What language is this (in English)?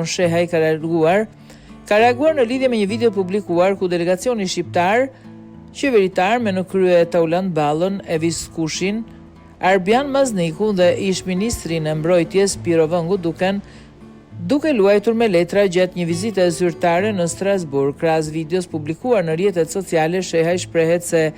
Albanian